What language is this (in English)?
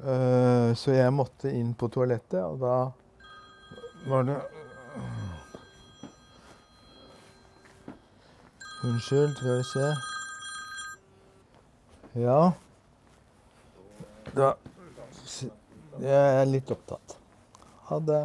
Norwegian